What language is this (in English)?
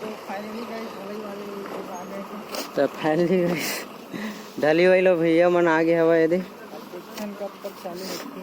Chhattisgarhi